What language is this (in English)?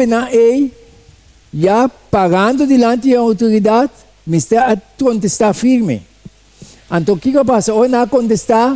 Papiamento